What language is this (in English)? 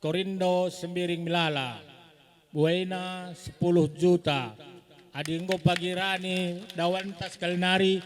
Batak Karo